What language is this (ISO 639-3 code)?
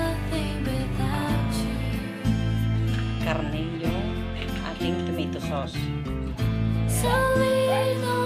fil